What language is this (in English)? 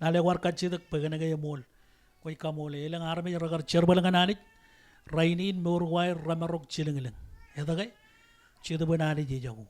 Marshallese